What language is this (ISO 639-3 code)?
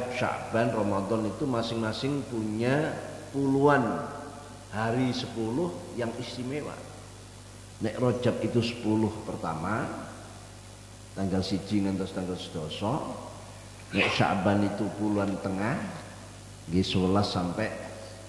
ind